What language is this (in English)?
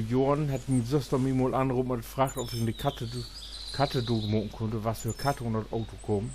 Low German